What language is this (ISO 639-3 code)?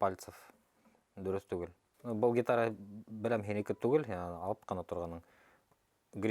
bak